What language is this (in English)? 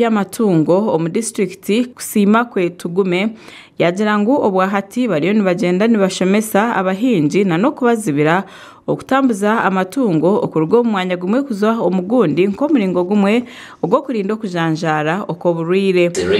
Nyankole